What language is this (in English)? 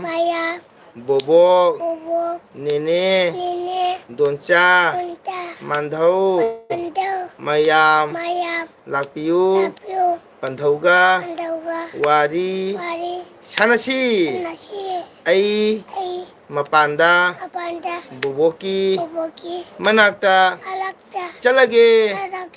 Manipuri